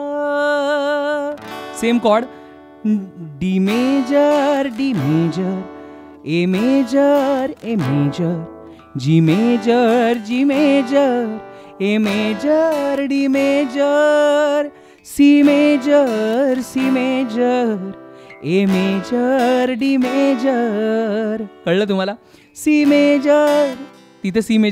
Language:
Marathi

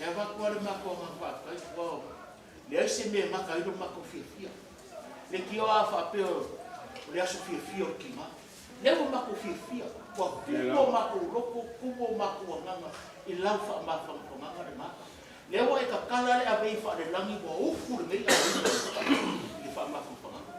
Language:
Samoan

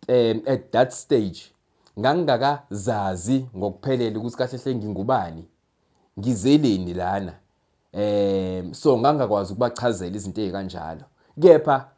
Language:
Zulu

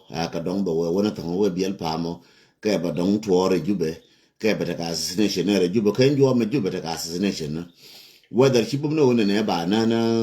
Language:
Nuer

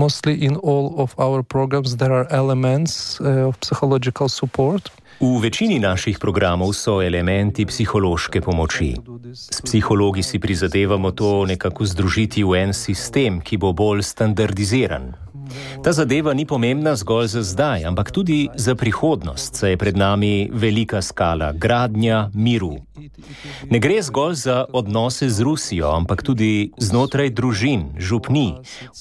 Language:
Slovenian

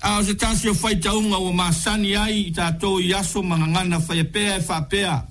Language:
Samoan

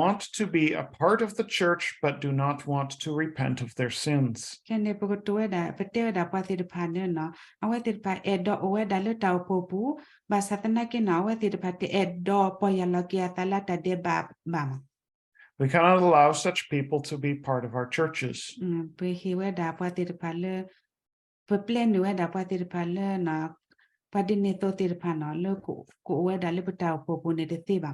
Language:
S'gaw Karen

